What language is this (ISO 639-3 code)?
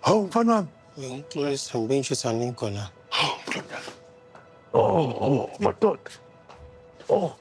zul